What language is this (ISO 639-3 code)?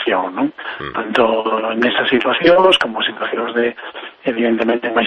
glg